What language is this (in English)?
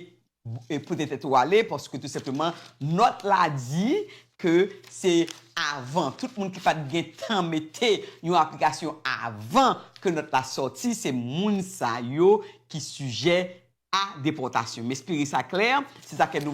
Haitian Creole